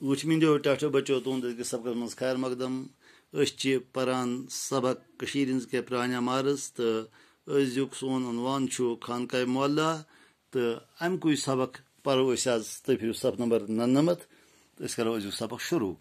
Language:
Kashmiri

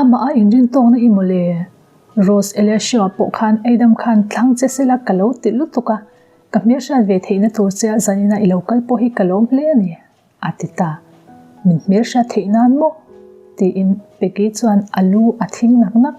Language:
Mizo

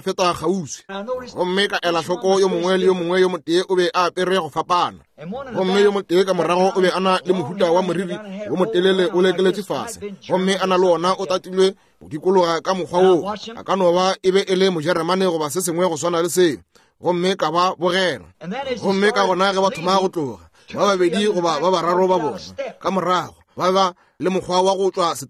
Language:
Northern Sotho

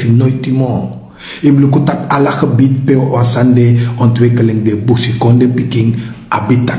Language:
Sranan Tongo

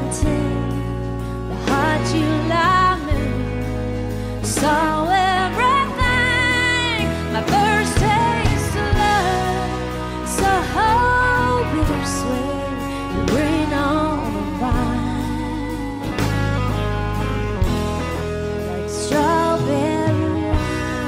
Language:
English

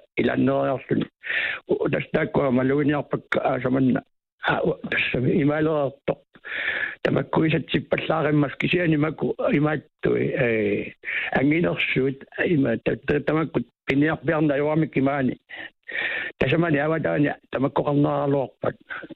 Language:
Kalaallisut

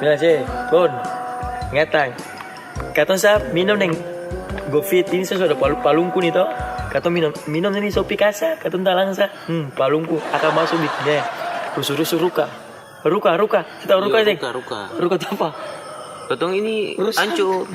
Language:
Ambonese Malay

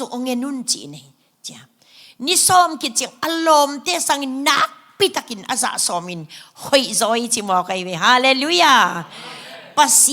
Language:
Tedim Chin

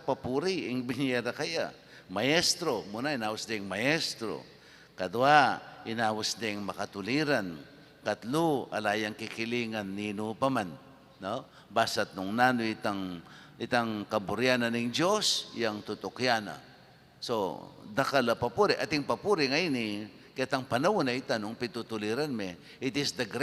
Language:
Pampanga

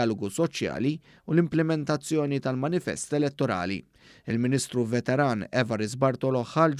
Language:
Maltese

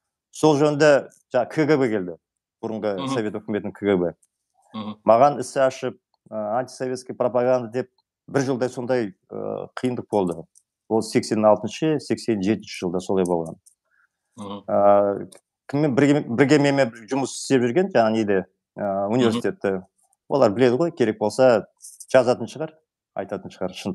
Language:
Kazakh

